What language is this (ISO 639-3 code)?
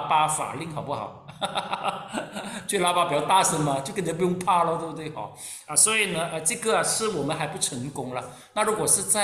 zho